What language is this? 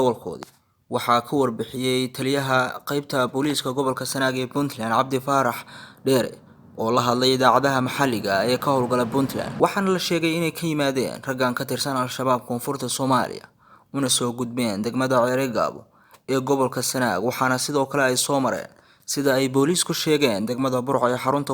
Somali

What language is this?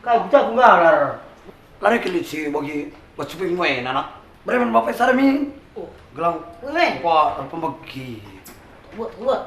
Batak Karo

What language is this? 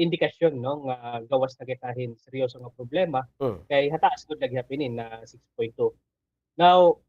Waray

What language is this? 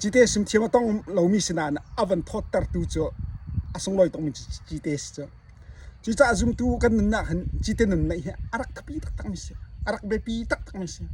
Hakha Chin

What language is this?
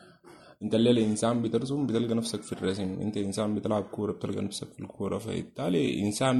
Sudanese Arabic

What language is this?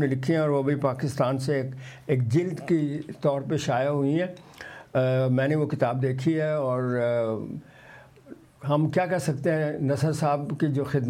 Urdu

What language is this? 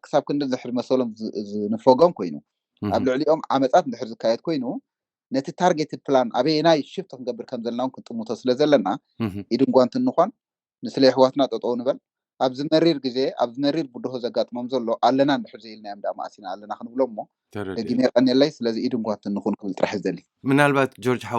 Tigrinya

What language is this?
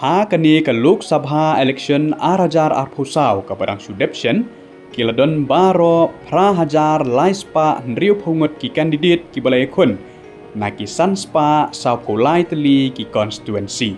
Khasi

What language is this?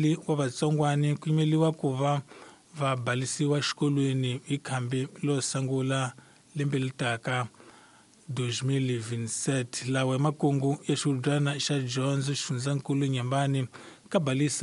Tsonga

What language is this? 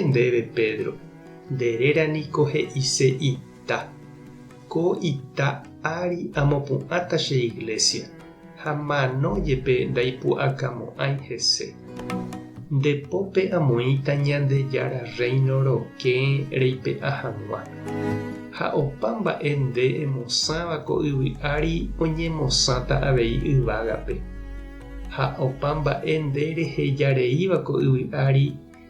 Guarani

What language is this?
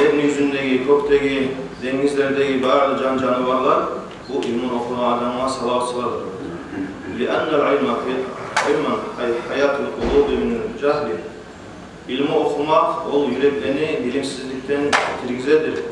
Kumyk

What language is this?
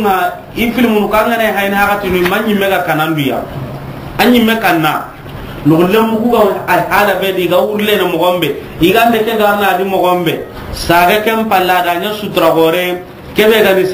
Soninke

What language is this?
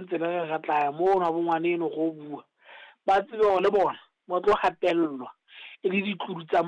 Southern Sotho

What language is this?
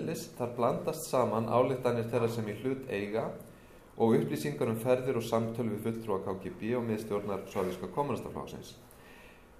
Icelandic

